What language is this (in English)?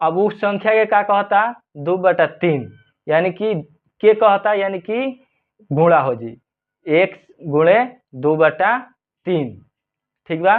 Bhojpuri